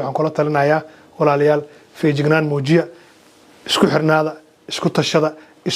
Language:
Somali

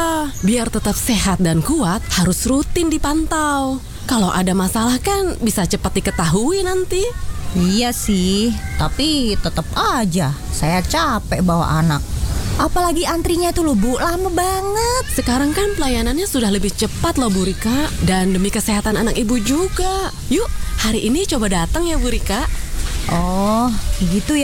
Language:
Indonesian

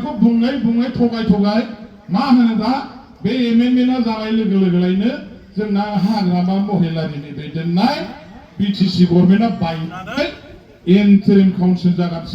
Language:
Bodo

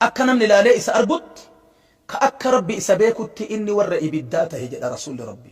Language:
Oromo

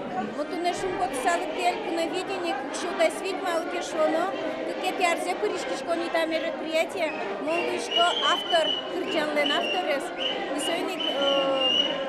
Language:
Udmurt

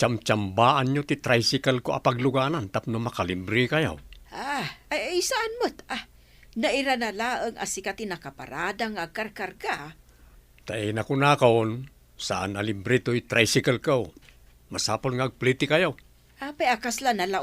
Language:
Iloko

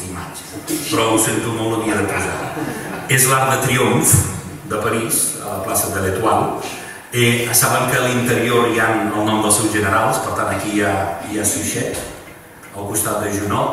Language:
Catalan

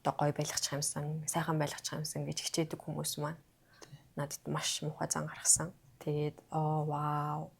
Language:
Mongolian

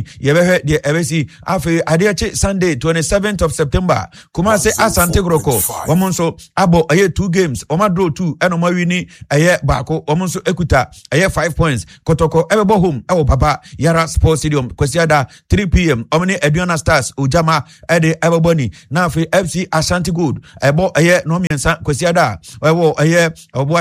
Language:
Akan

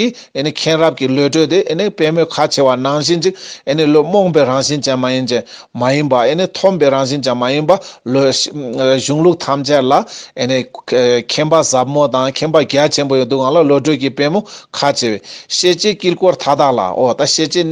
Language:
Tibetan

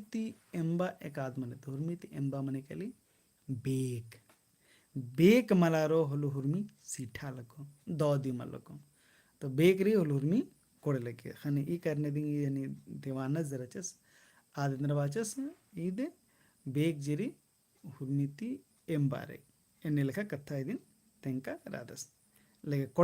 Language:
Kurukh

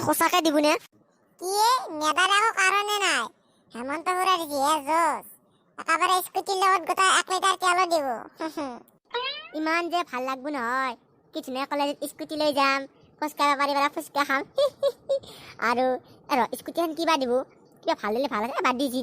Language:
Assamese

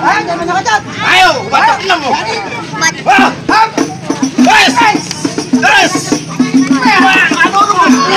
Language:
Betawi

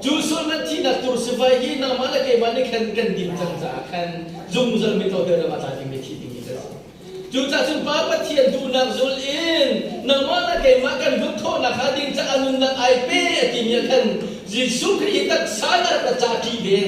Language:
Hakha Chin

